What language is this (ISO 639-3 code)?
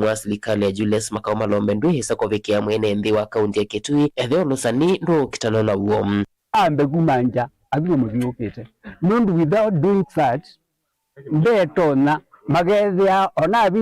kam